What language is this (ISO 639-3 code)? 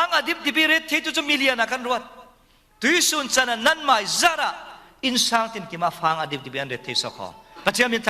cfm